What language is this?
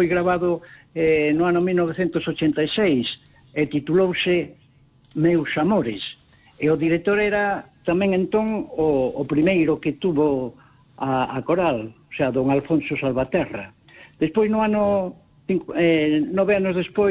Galician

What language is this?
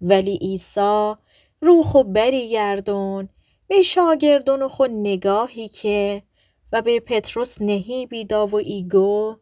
Gilaki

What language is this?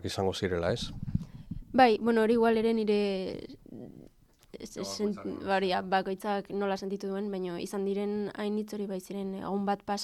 Basque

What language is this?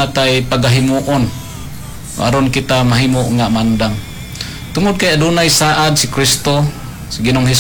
Cebuano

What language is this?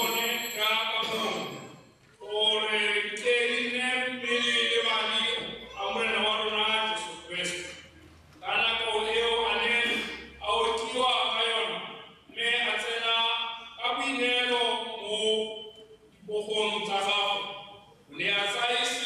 Tswana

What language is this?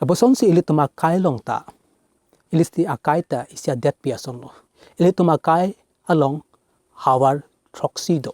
Karbi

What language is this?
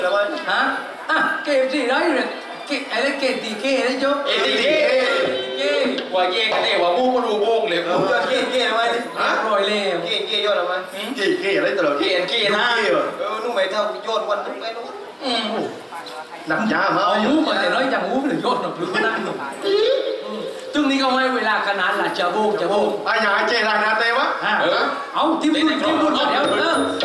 Thai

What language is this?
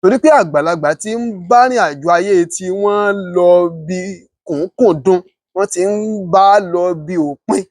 Yoruba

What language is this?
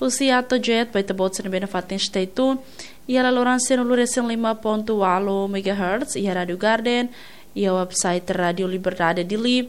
Tetum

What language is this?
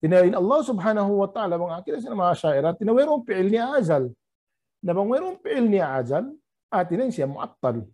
Tausug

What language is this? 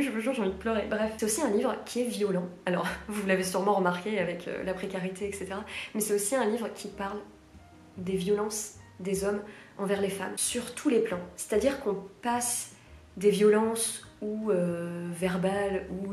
French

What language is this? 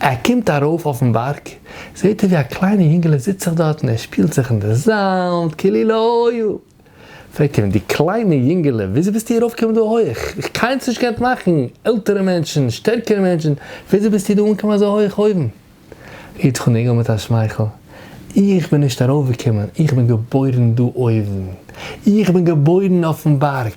Yiddish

